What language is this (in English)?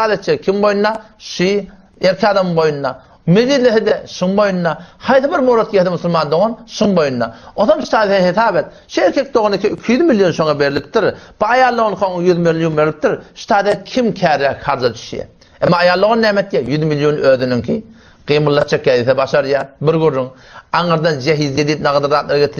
Turkmen